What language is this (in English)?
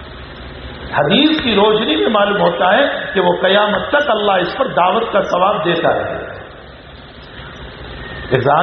Urdu